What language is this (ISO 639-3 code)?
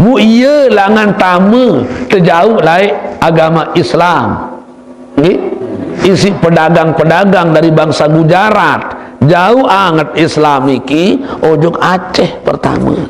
sas